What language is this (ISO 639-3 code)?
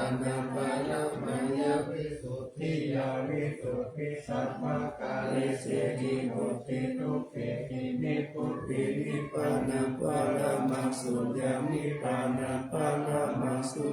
pli